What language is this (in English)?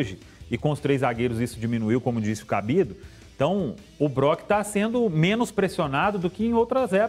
Portuguese